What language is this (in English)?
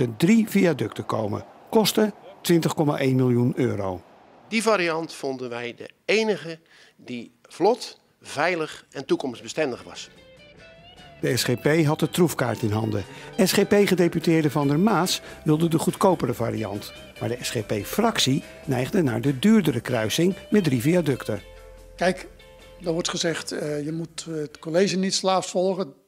Dutch